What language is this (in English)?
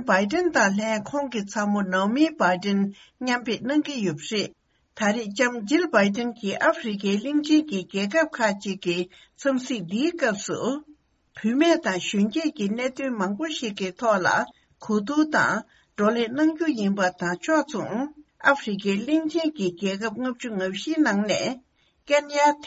Tibetan